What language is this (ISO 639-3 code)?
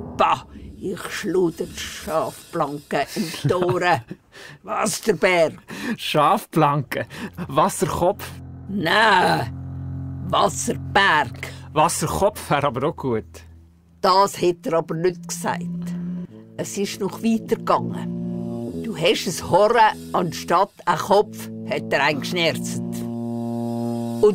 gsw